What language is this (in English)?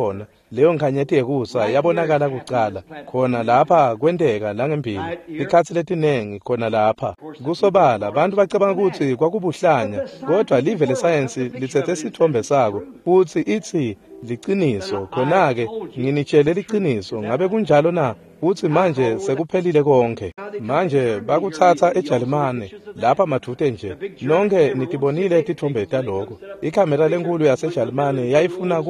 Swati